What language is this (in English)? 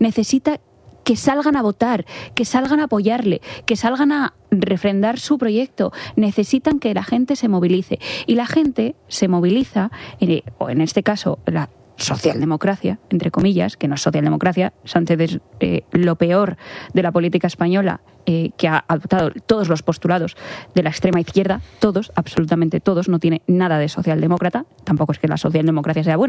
Spanish